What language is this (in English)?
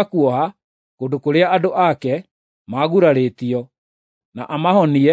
Kikuyu